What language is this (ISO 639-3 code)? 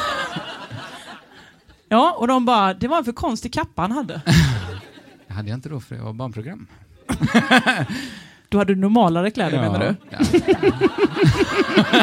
swe